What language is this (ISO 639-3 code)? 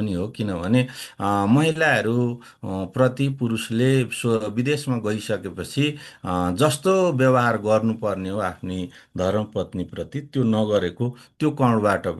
nep